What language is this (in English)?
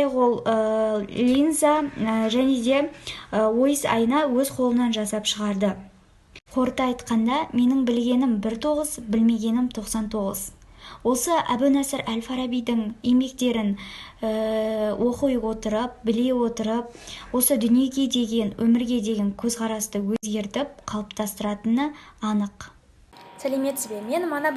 Kazakh